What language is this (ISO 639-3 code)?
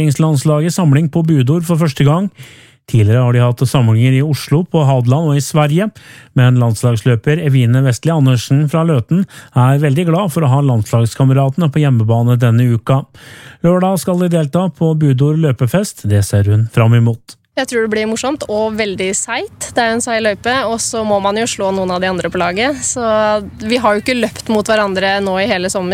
nor